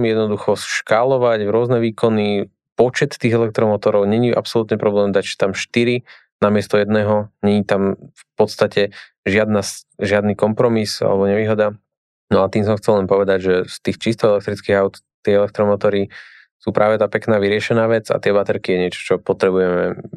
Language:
Slovak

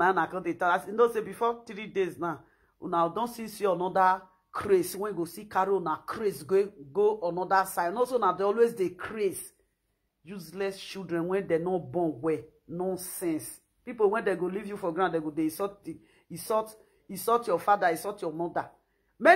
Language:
Nigerian Pidgin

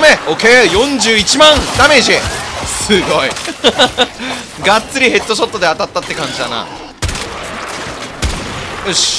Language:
Japanese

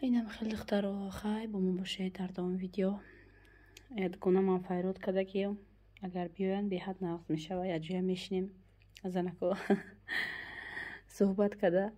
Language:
Tajik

